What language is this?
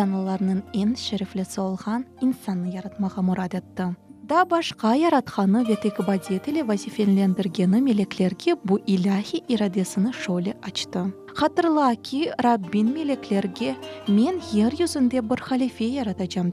Crimean Tatar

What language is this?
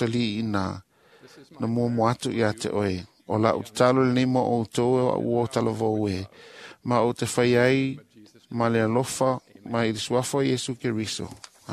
Samoan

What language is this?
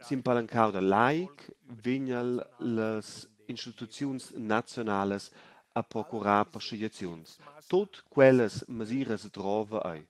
Romansh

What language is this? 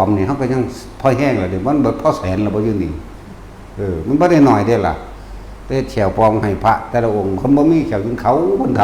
Northeastern Thai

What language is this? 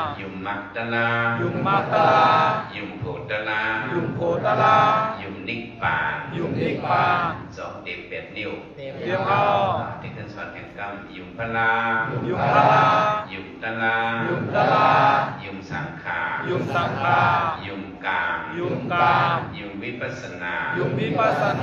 Shan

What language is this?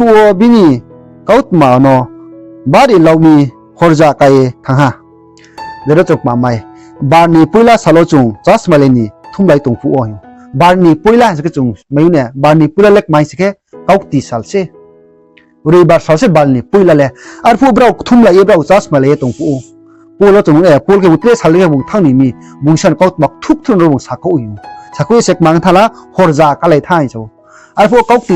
Riang (India)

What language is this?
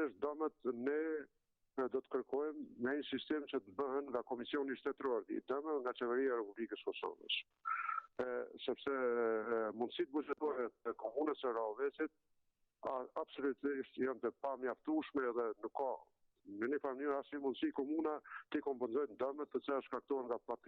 Albanian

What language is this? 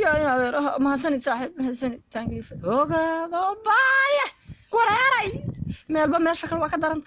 Somali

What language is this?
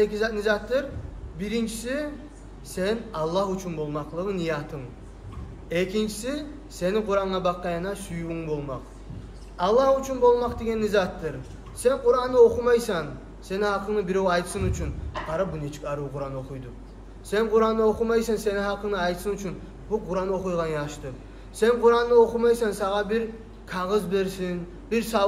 Kumyk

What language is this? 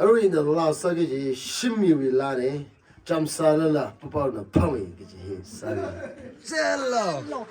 Tangkhul Naga (India)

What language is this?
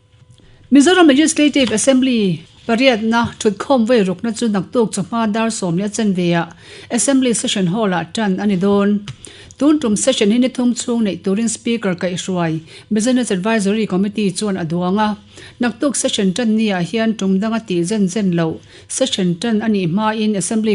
Mizo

